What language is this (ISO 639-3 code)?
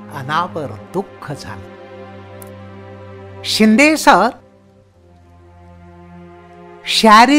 mar